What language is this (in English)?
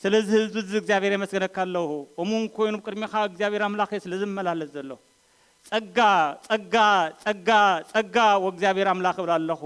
Tigrinya